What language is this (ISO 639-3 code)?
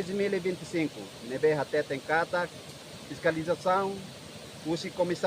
tet